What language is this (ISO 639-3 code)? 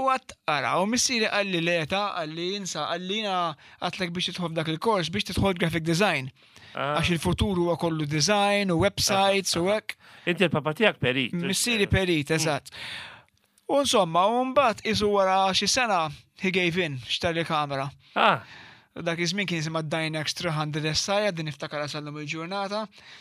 mlt